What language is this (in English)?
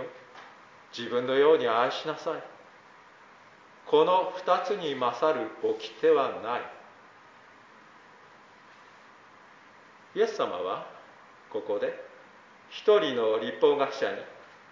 Japanese